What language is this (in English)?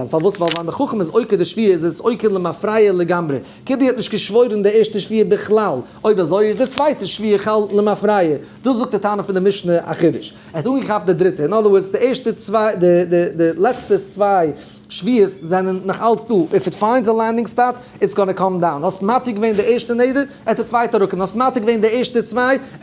Yiddish